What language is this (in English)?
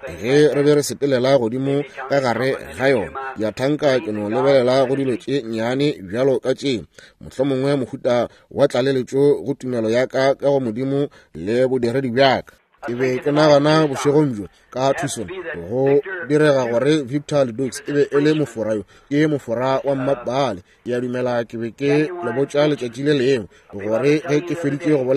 Northern Sotho